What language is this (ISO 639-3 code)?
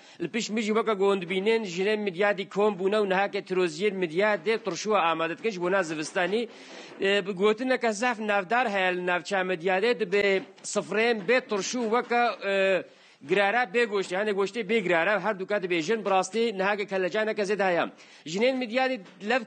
kur